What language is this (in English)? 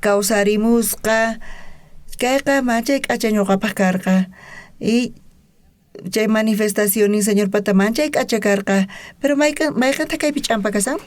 South Bolivian Quechua